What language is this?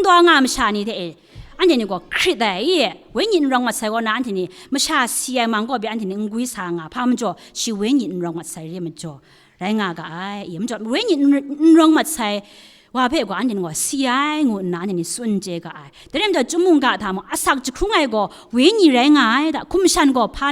Kachin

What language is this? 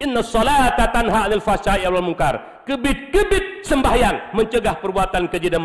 Achinese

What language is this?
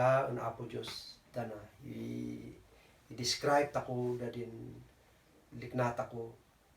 Kankanaey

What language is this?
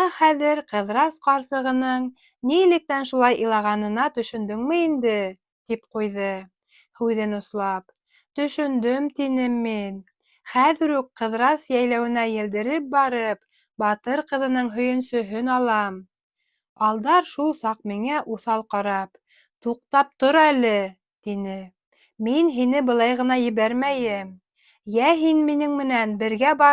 Bashkir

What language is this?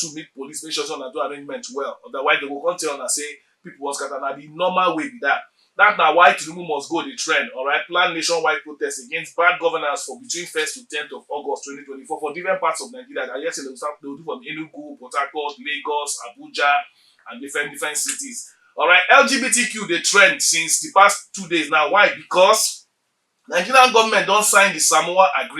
Nigerian Pidgin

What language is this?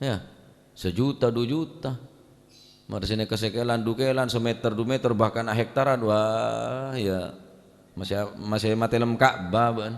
Madurese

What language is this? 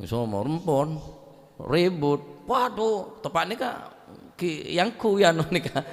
Madurese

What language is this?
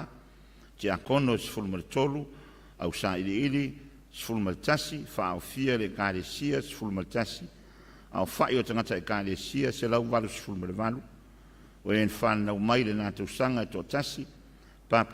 Samoan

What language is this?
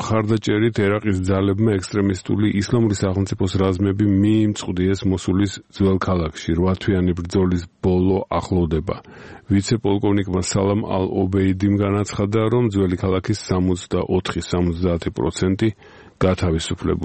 Georgian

